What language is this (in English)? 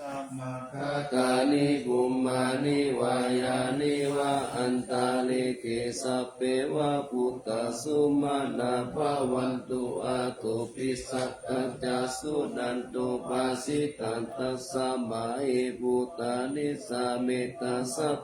Pali